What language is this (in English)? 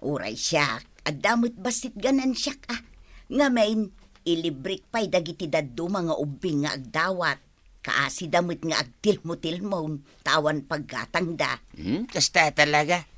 Iloko